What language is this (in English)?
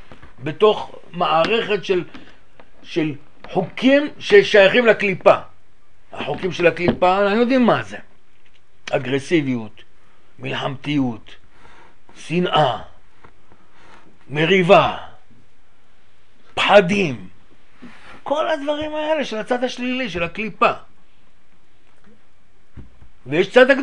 Hebrew